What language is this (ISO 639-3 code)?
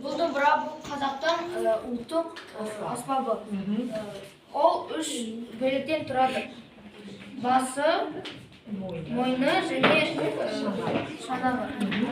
kaz